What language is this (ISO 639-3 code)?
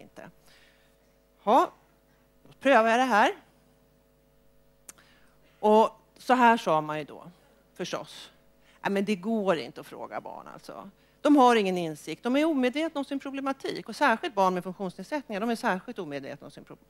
swe